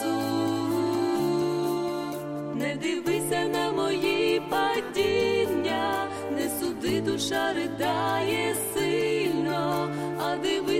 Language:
Ukrainian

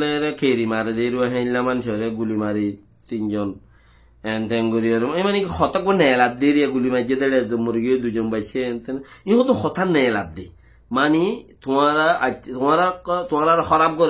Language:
Rohingya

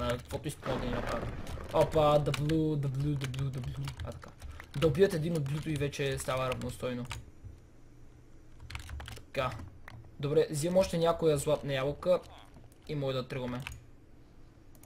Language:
Bulgarian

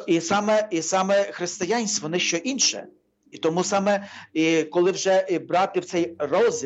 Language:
Ukrainian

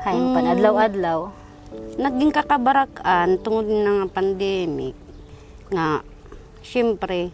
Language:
Waray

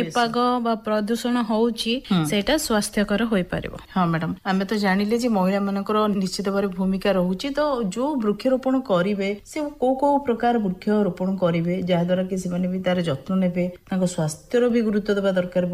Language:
Odia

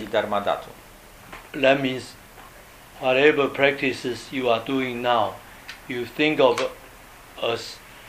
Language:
Polish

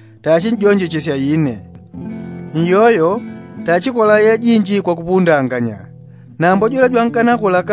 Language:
Yao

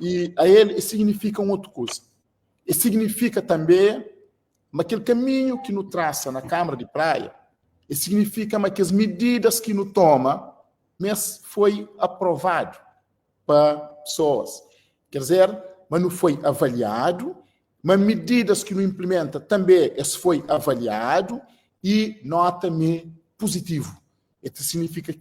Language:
Kabuverdianu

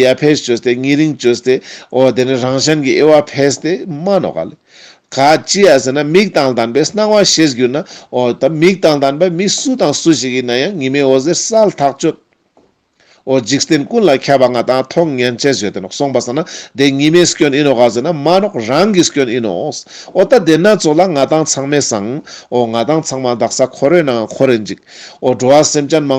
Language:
Ladakhi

